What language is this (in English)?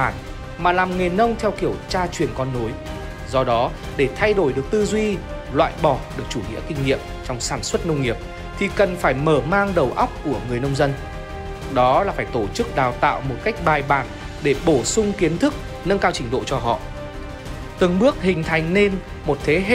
Vietnamese